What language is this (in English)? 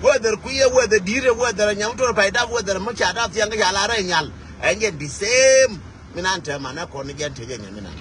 Nuer